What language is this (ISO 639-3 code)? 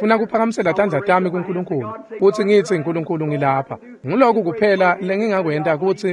ssw